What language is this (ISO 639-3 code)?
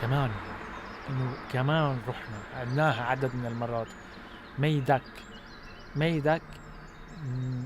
apc